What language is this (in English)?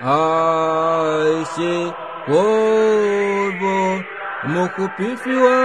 Kuanyama